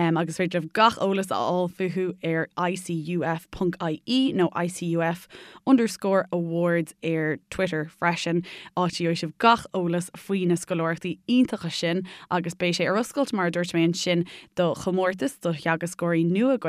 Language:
Irish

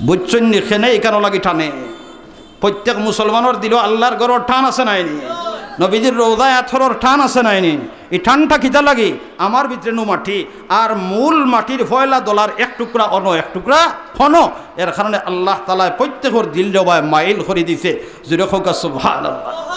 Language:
Sylheti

